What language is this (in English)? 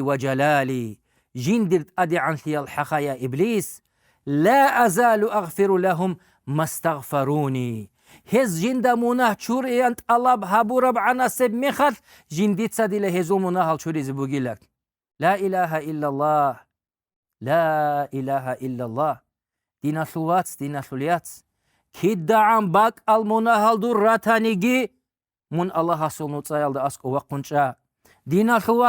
Avaric